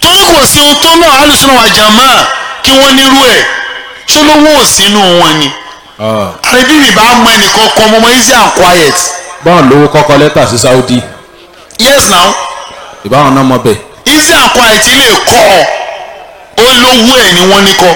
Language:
Yoruba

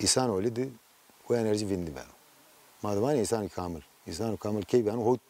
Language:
Zaza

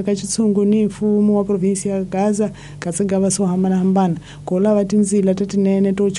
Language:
Tsonga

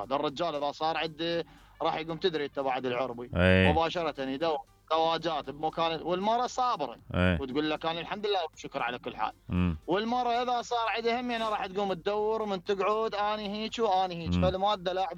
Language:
Mesopotamian Arabic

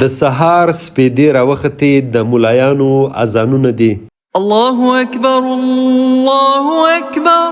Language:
Pashto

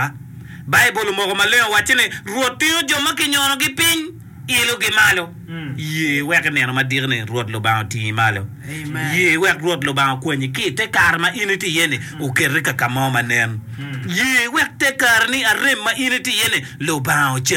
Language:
Acoli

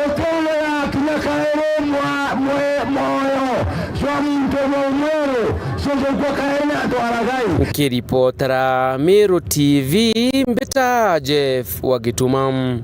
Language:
Meru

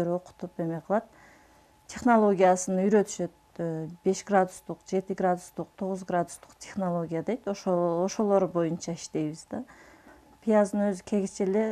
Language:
Kyrgyz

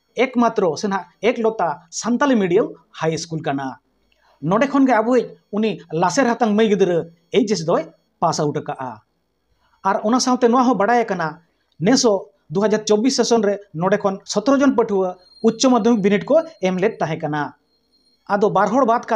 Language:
Santali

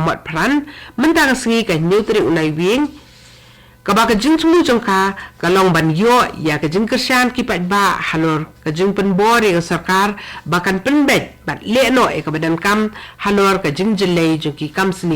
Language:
Khasi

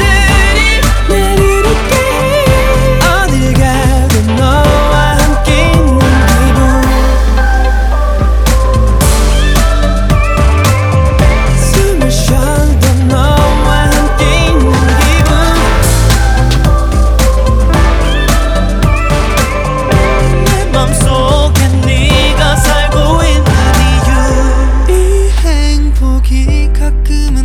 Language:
Korean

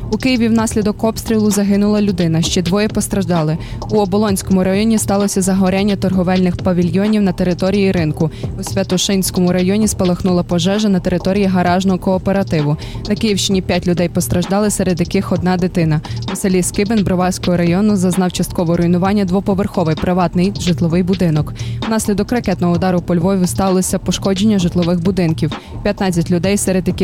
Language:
Ukrainian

